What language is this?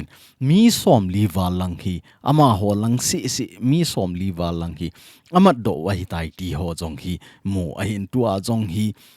Thado Chin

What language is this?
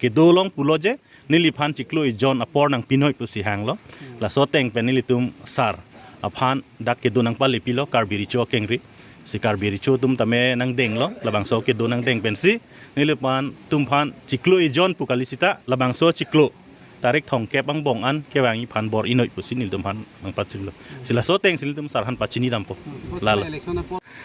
Karbi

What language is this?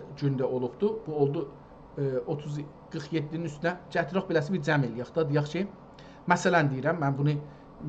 South Azerbaijani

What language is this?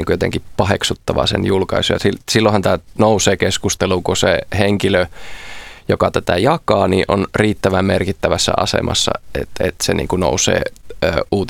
Finnish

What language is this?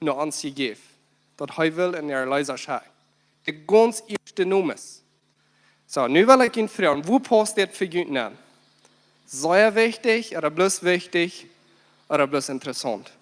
Plautdietsch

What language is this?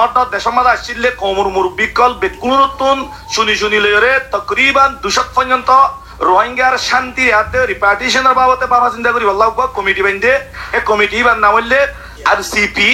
Rohingya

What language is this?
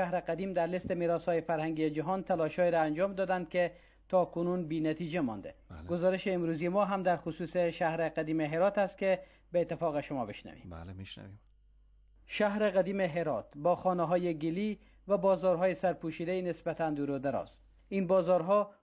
Persian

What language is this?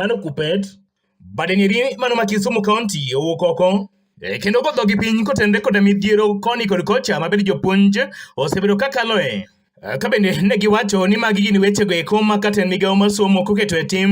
Luo (Kenya and Tanzania)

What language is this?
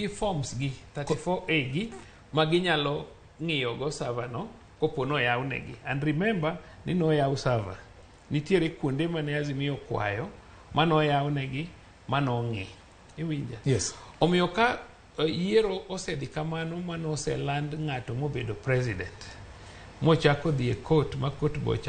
Luo (Kenya and Tanzania)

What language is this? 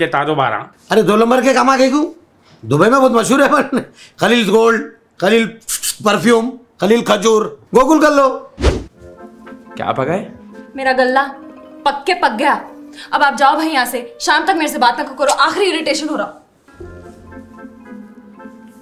Hindi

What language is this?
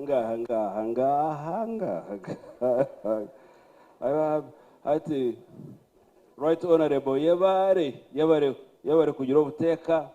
Nyankole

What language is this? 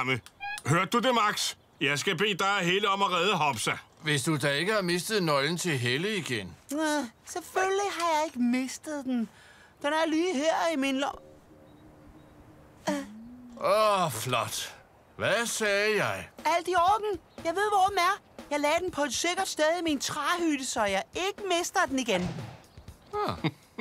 Danish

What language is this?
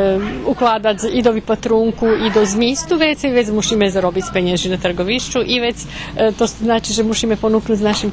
Rusyn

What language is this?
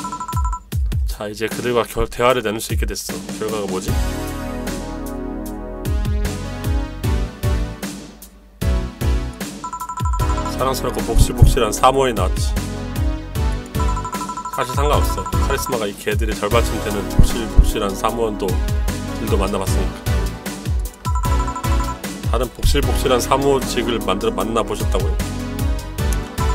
Korean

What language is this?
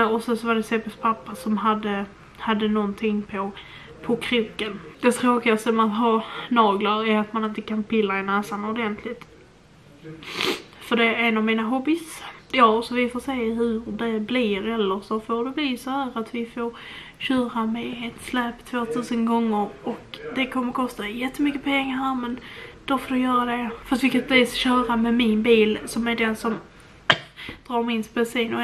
Swedish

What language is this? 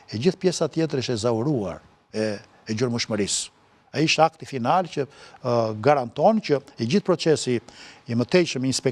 Albanian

